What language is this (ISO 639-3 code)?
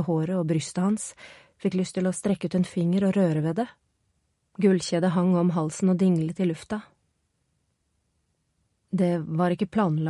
nor